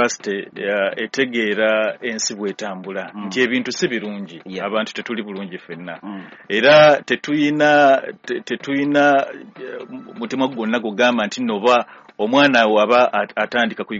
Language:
Ganda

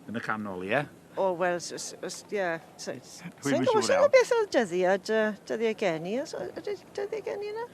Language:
Welsh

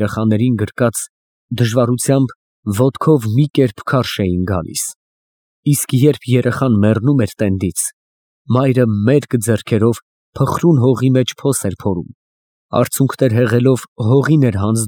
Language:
Armenian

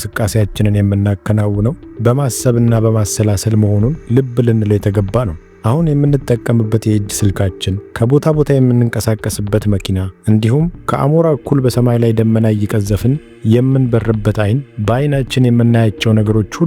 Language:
Amharic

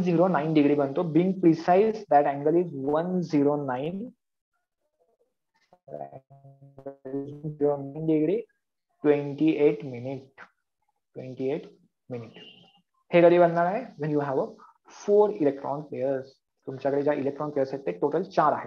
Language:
Marathi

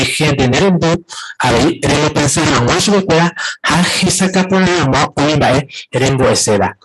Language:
Guarani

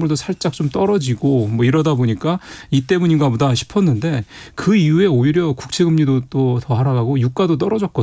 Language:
Korean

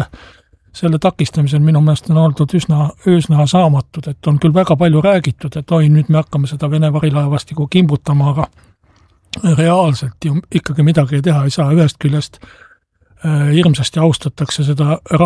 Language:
Estonian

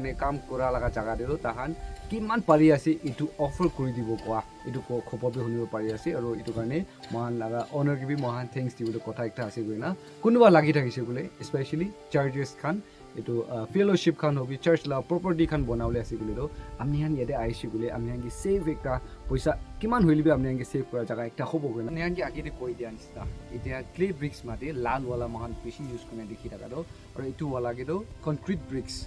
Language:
Naga Pidgin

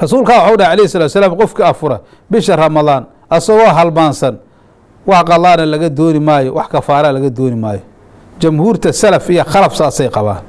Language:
Somali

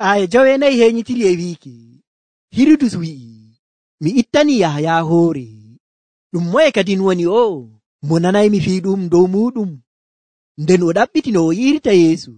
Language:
Nigerian Fulfulde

